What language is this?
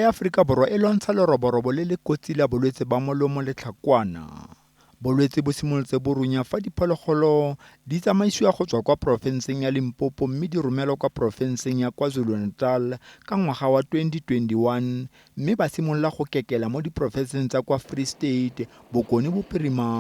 Tswana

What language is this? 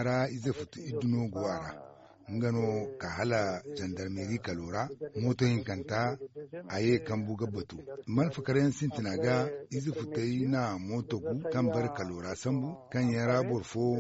Zarma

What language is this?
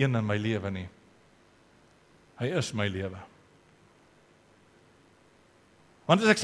Afrikaans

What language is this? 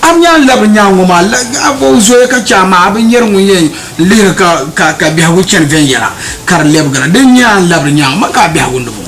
Dagbani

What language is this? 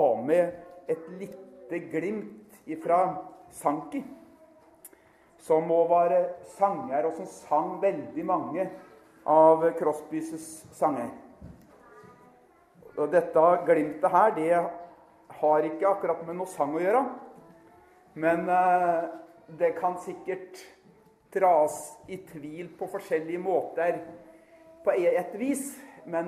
Norwegian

